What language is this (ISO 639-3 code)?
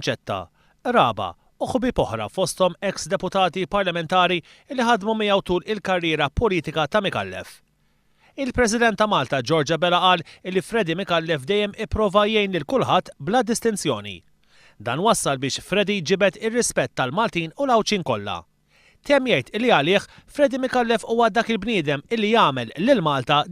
mlt